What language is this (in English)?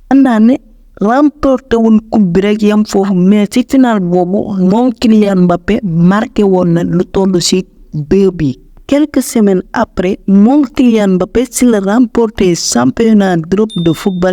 Wolof